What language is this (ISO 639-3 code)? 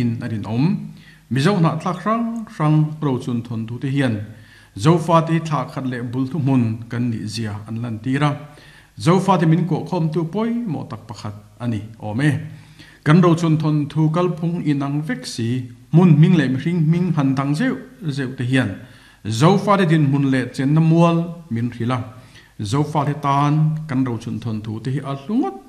lus